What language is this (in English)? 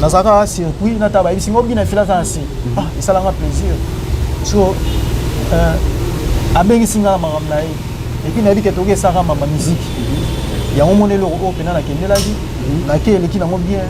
Lingala